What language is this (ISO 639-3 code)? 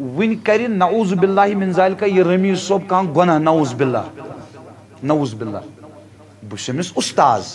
kas